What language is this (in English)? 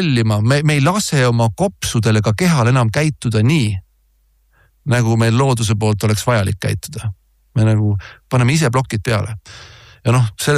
Estonian